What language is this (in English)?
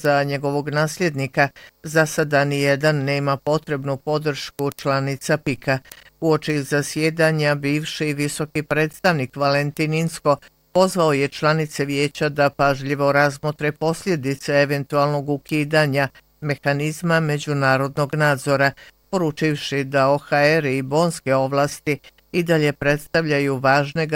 Bosnian